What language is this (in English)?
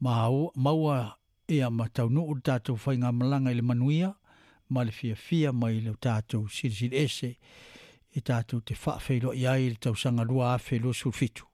Samoan